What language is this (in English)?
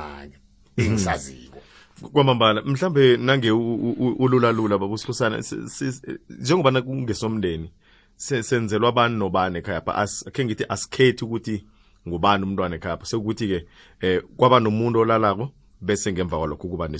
South Ndebele